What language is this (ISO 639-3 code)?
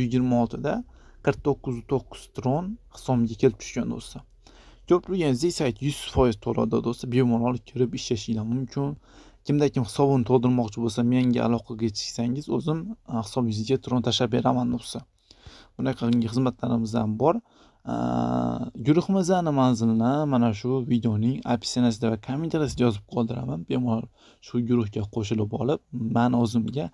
uzb